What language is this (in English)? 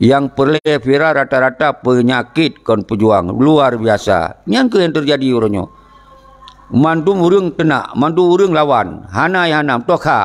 Achinese